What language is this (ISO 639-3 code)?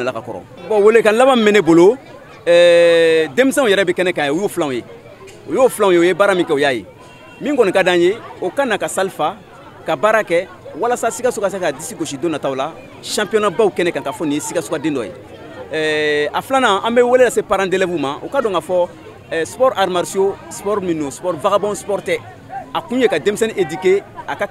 bam